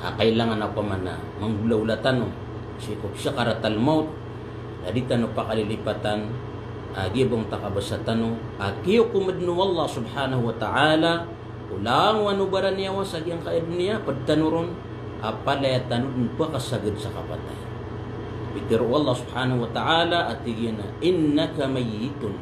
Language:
Maranao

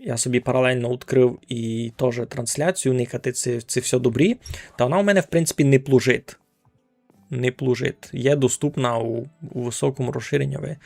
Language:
Rusyn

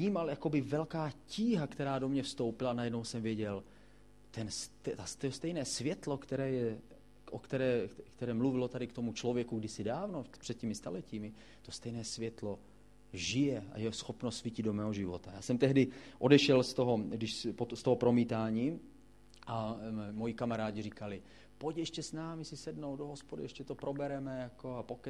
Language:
Czech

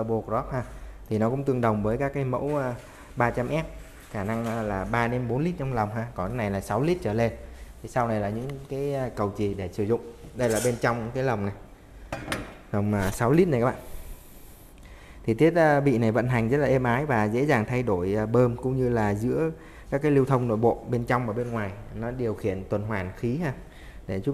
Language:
Vietnamese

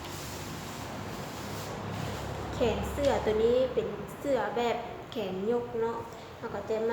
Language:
Lao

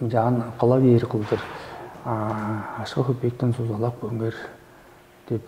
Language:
Tuvinian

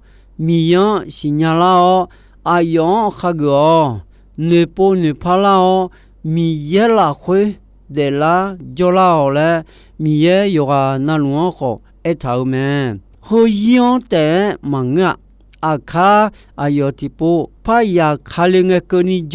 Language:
Akha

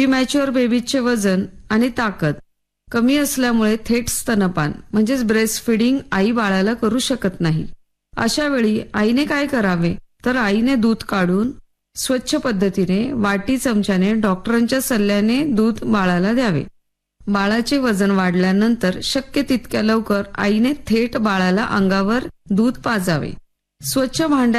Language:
Marathi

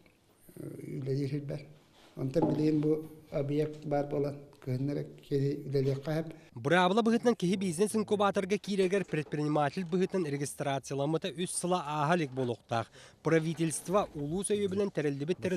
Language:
Yakut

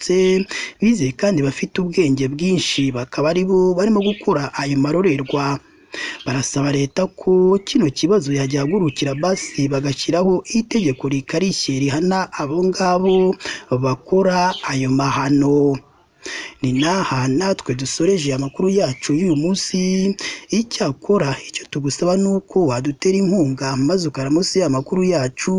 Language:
Kinyarwanda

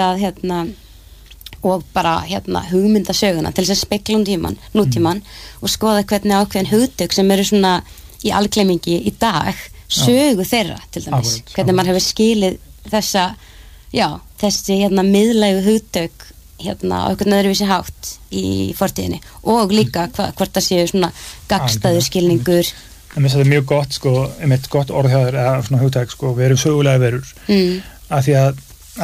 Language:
Icelandic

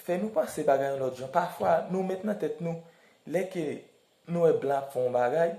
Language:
Haitian Creole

